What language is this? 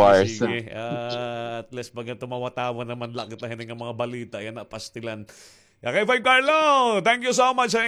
Waray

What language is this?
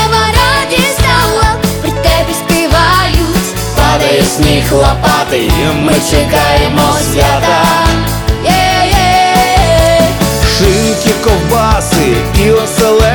Ukrainian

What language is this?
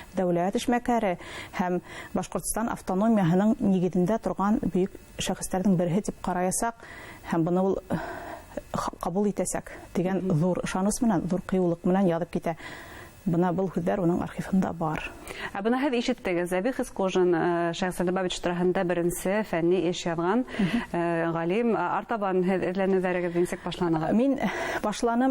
Bashkir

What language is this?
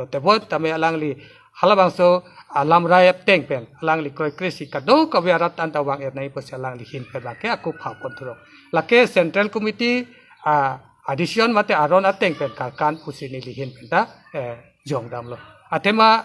Karbi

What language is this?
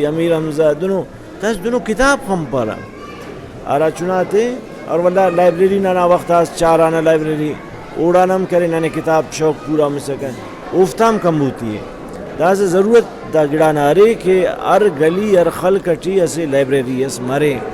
Brahui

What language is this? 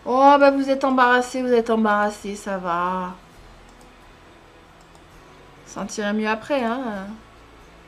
French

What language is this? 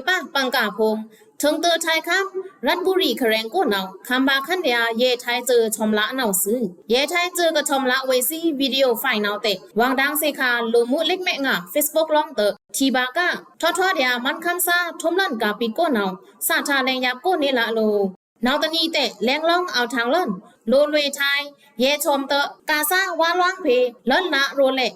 Pa'o Karen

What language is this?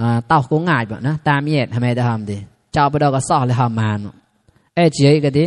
Mon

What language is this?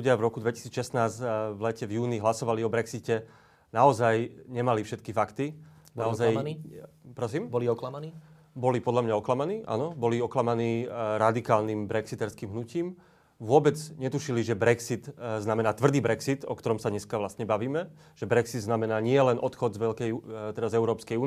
Slovak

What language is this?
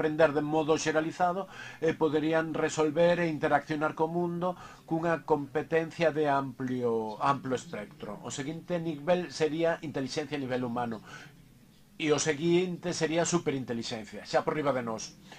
Galician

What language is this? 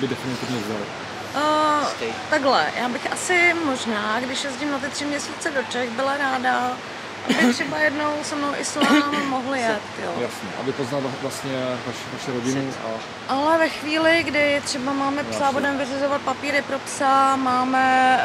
Czech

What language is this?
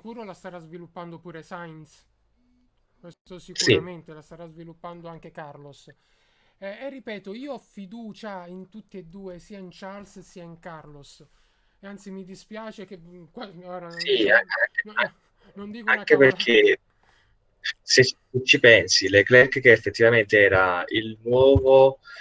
Italian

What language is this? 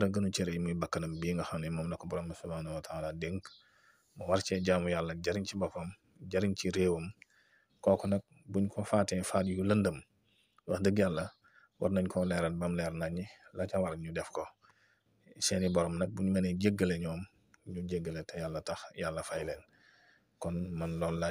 Wolof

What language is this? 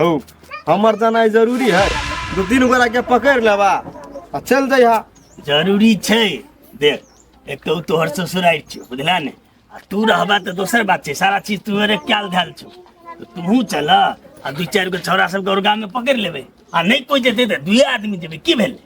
Maithili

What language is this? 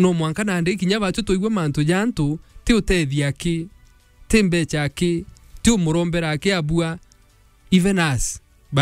Meru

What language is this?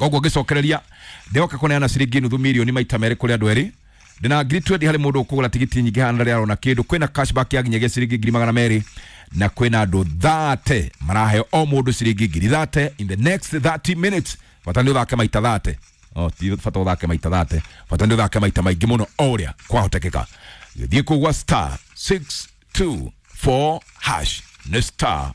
Kikuyu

